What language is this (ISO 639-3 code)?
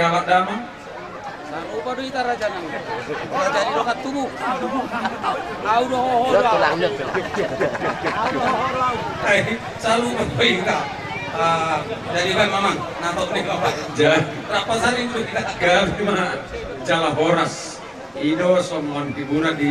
bbc